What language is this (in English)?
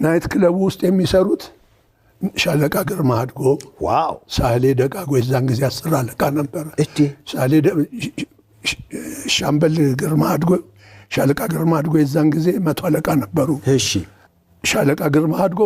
Amharic